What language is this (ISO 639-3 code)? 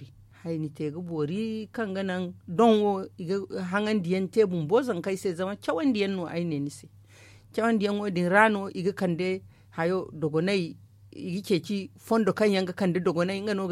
dje